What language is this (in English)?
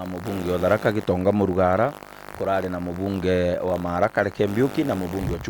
Meru